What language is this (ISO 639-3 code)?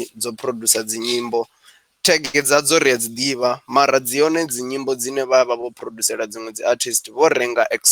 ven